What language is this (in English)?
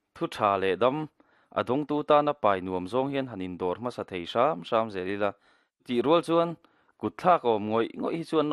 Mizo